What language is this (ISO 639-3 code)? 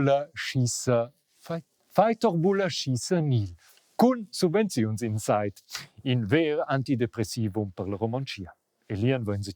roh